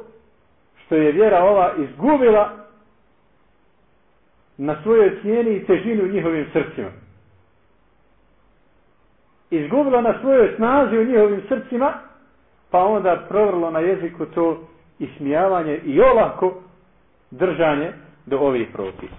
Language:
Bosnian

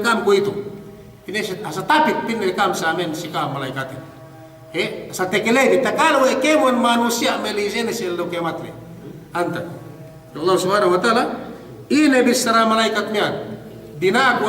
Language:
Yakan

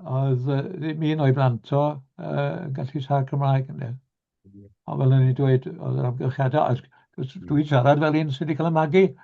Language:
Welsh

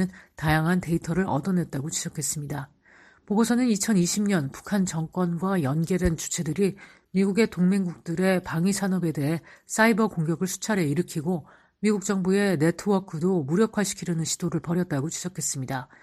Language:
Korean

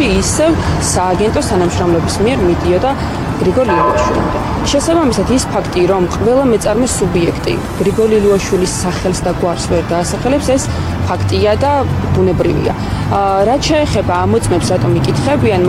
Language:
Georgian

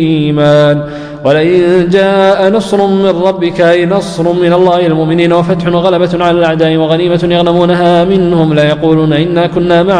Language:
Arabic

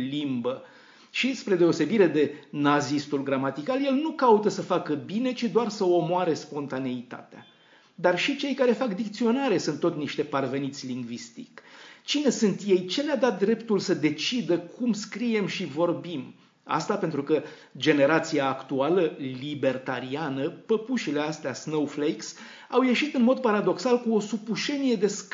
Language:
Romanian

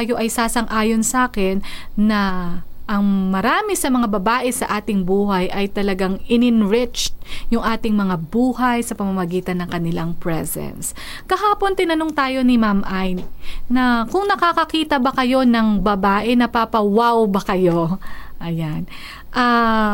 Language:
Filipino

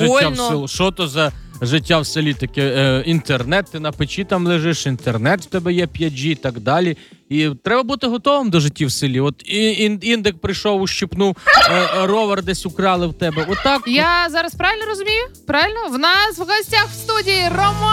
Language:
Ukrainian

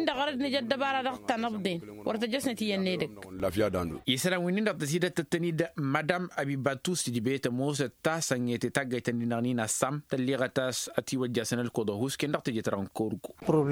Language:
Tamasheq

